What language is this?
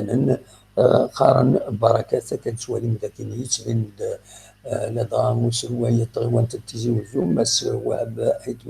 Kabyle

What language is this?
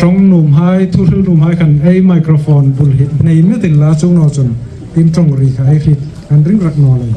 Hmar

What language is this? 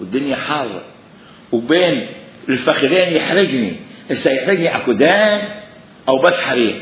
Mesopotamian Arabic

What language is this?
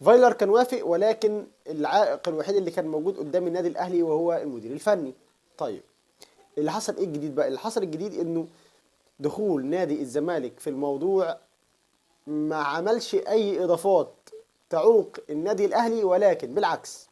Egyptian Arabic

